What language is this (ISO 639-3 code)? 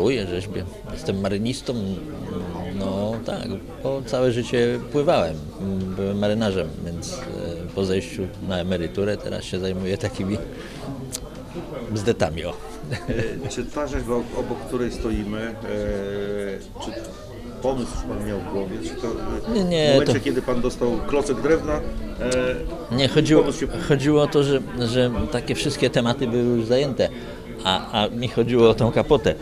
pol